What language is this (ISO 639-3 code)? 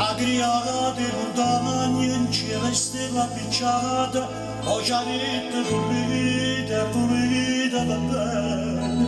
nap